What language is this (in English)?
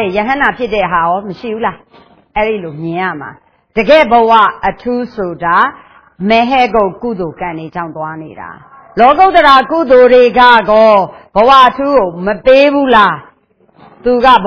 Burmese